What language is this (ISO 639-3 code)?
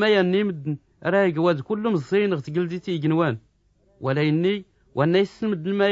shi